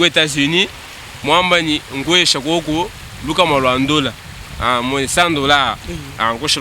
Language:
Luba-Lulua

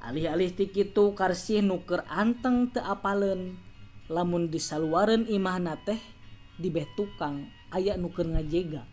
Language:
Sundanese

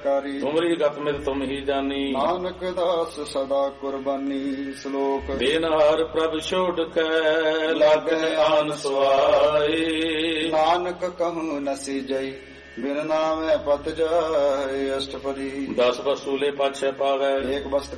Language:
Punjabi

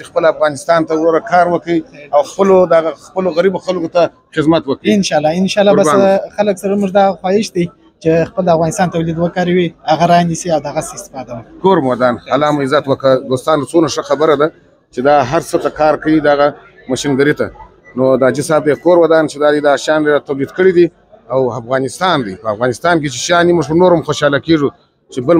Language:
Pashto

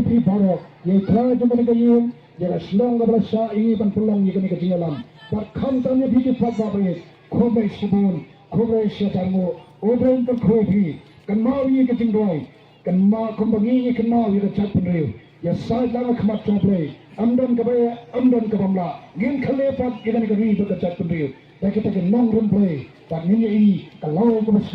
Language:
Khasi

